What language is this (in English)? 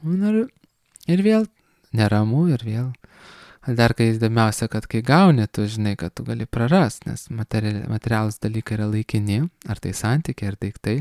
Lithuanian